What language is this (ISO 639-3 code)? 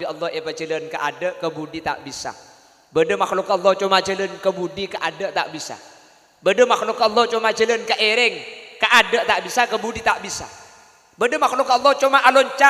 mad